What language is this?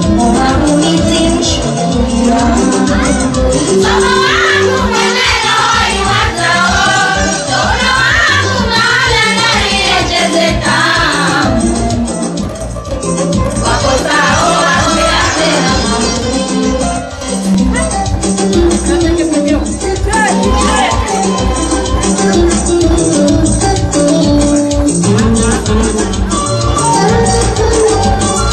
Ngazidja Comorian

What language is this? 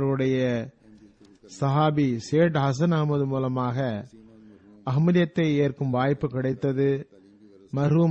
Tamil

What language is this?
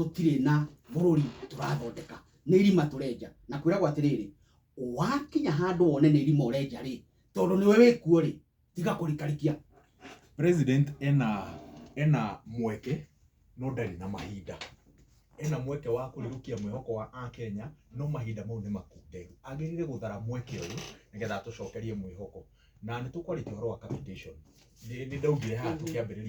Kikuyu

